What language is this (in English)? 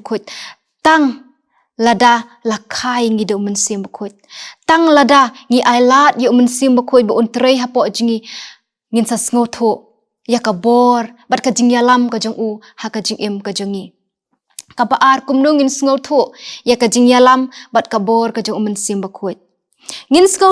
Khasi